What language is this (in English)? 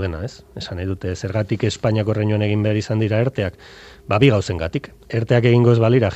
Basque